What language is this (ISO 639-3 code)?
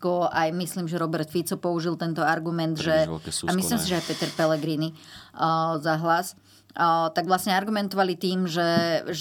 slk